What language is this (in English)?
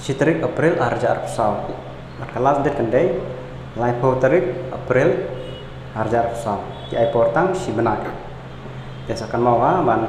Khasi